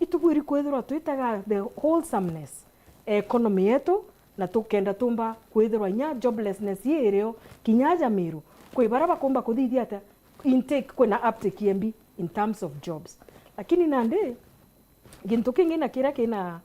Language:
Meru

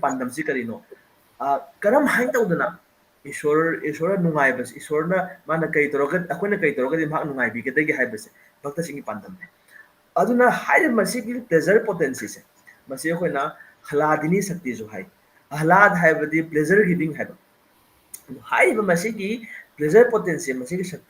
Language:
Manipuri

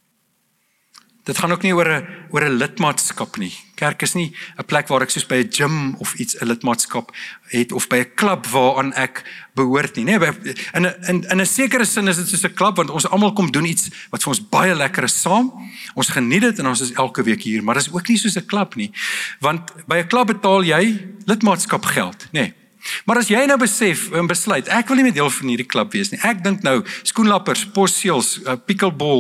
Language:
Afrikaans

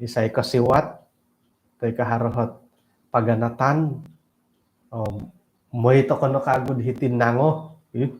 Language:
Central Dusun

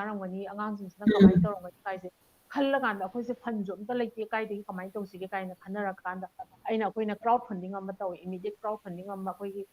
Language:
Manipuri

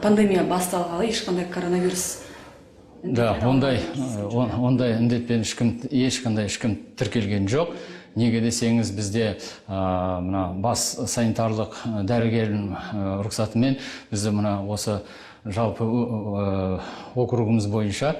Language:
Kazakh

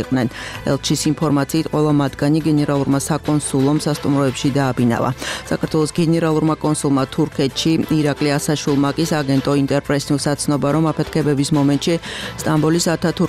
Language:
Georgian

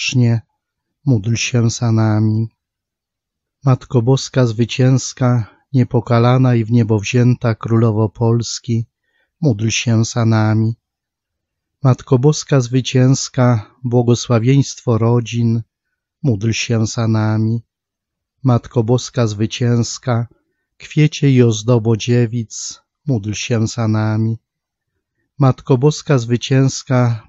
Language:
Polish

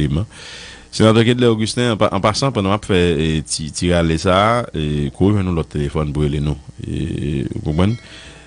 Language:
Haitian Creole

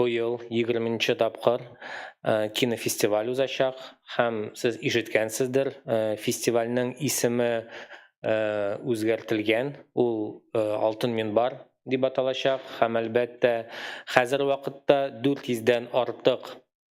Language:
Tatar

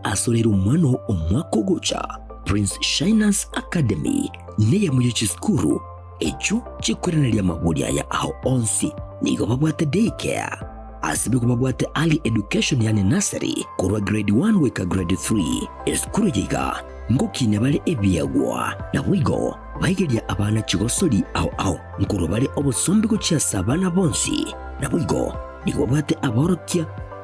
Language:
Gusii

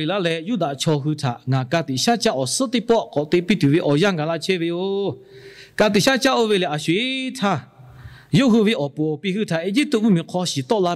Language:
Lahu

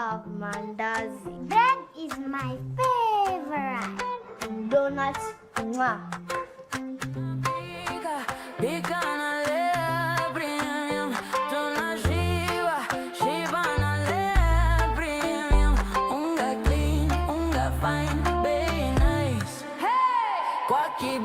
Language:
Meru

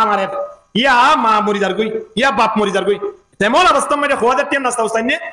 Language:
Rohingya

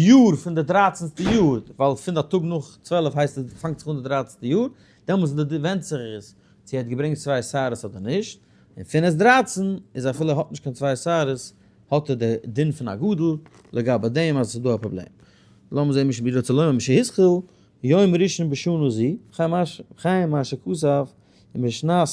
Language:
Yiddish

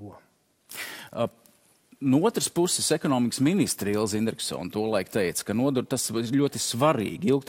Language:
Latvian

